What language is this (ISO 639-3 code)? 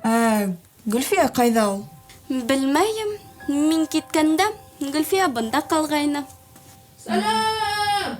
bak